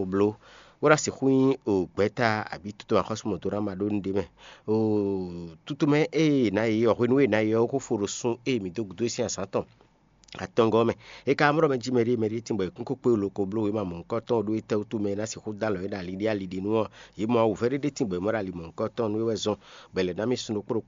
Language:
Fon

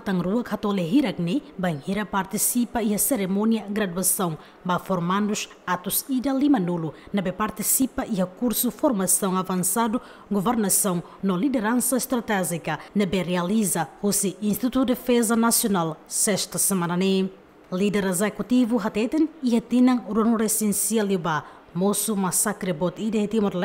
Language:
Tetum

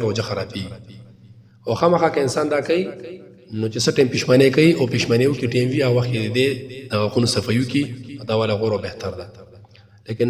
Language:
Pashto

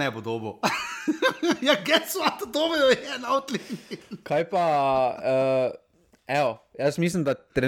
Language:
Slovenian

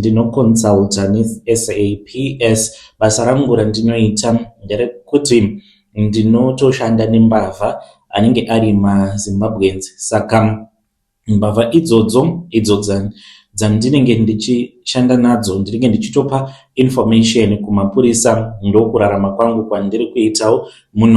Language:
Shona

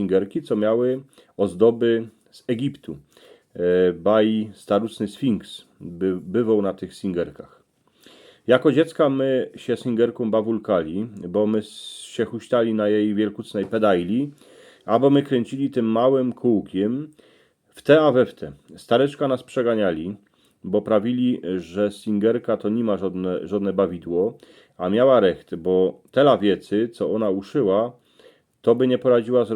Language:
Silesian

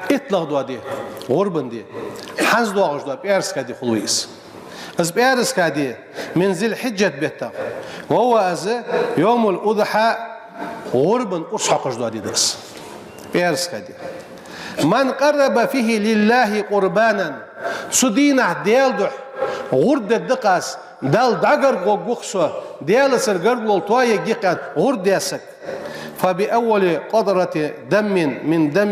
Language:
Ingush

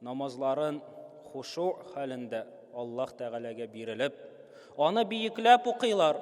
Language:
Tatar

